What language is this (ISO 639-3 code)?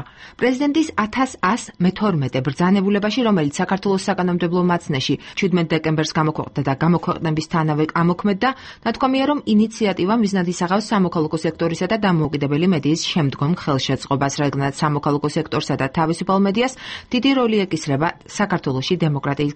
kat